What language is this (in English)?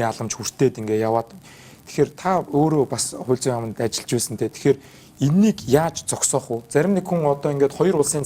Mongolian